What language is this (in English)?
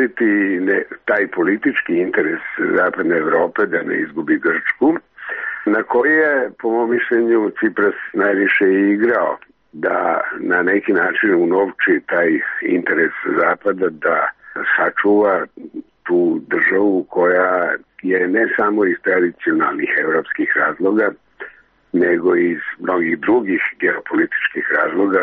Serbian